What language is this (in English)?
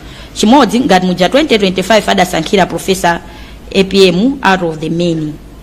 Nyanja